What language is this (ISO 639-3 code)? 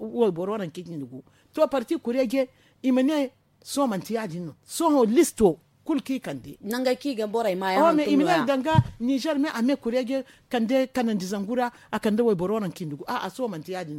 dje